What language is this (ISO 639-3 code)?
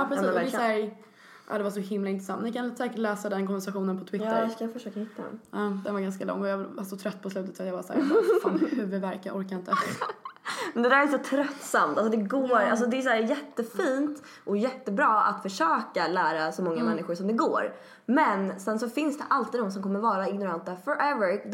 swe